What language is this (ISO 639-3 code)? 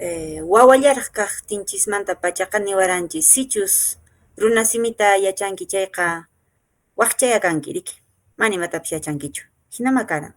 que